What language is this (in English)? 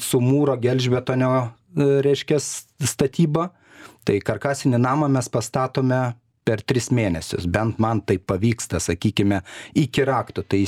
Lithuanian